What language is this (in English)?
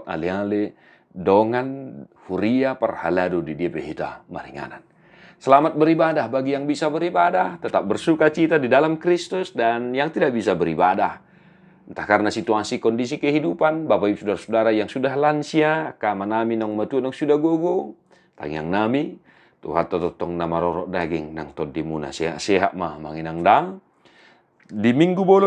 Batak Toba